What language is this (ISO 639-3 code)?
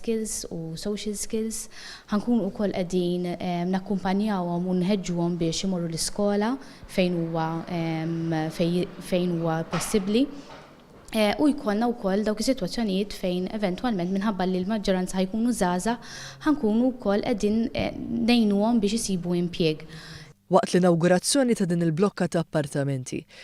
mlt